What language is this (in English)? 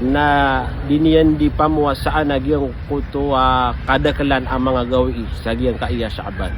Maranao